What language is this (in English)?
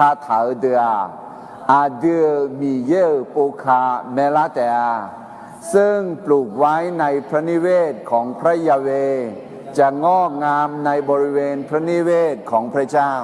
Akha